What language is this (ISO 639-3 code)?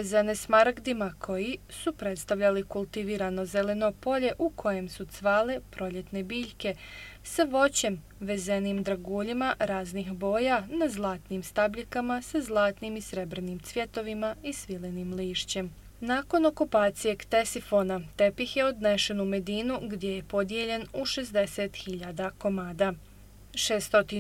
bos